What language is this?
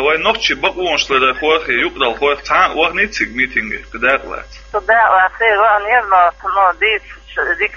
Chechen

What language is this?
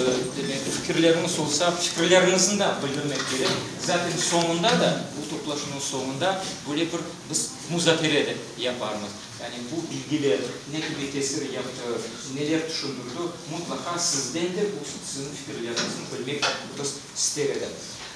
Crimean Tatar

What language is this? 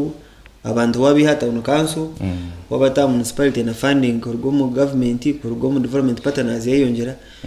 Nyankole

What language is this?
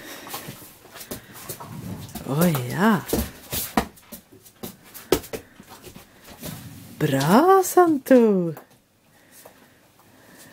Norwegian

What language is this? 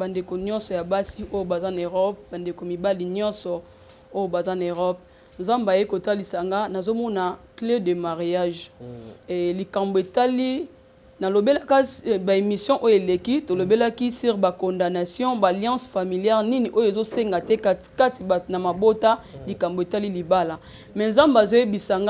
Lingala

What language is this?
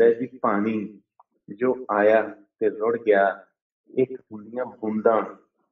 Punjabi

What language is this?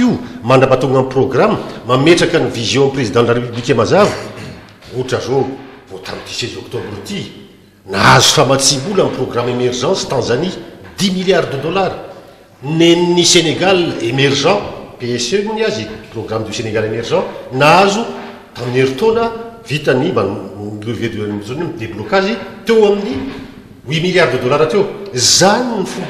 Malagasy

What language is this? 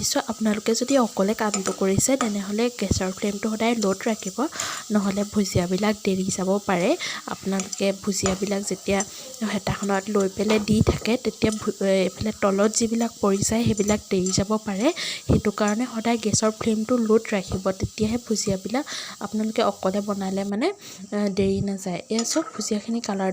Assamese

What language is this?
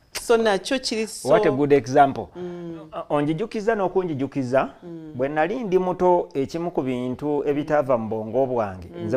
Ganda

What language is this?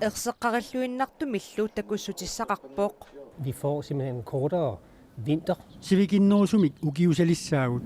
Kalaallisut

